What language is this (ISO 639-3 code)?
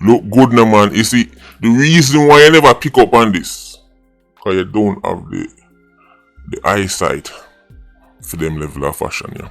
jam